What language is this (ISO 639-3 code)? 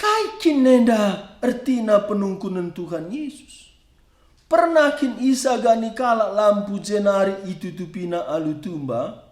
btx